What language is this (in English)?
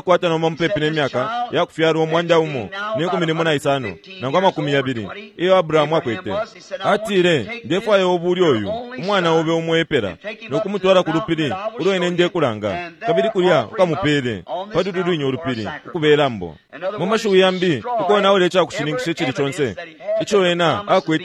Bemba